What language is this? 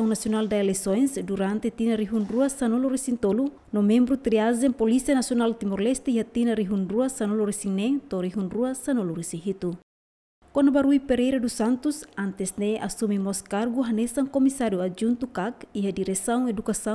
Tetum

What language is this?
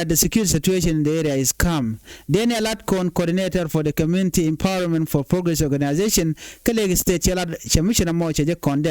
Nuer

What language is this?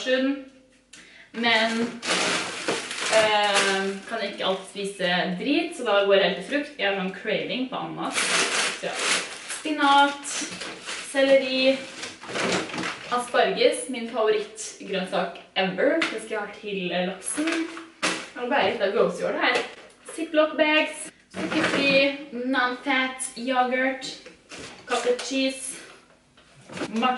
Norwegian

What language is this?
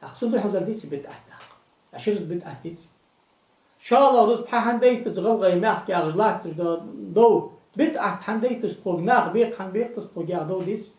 Ingush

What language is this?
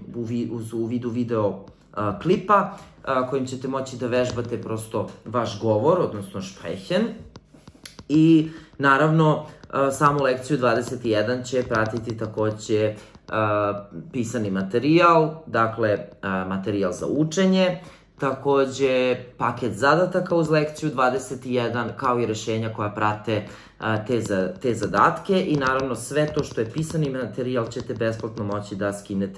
Serbian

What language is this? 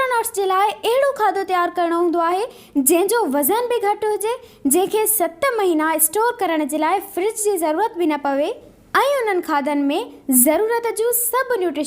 Sindhi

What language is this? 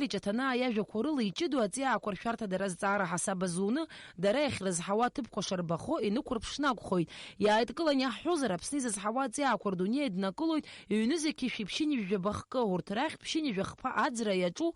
Abkhazian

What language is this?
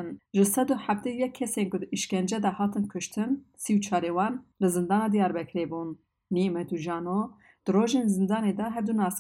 Kurdish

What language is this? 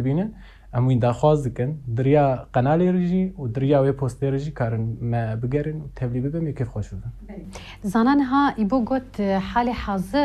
Kurdish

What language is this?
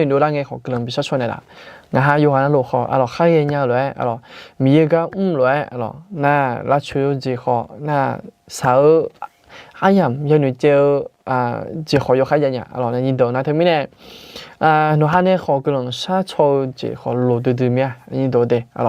Akha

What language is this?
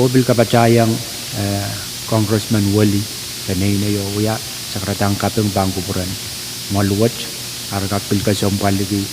Pohnpeian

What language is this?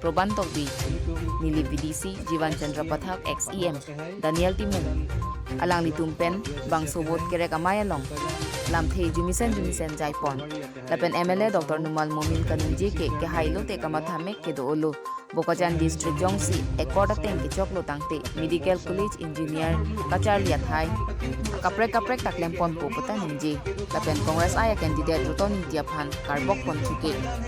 Karbi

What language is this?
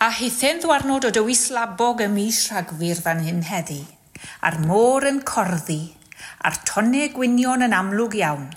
Welsh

